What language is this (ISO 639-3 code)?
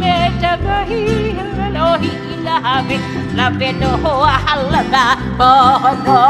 haw